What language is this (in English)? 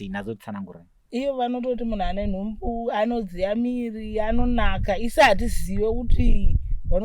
Shona